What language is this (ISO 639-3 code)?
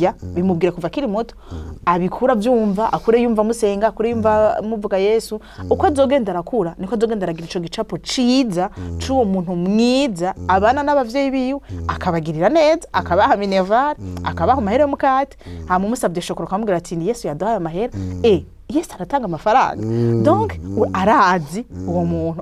run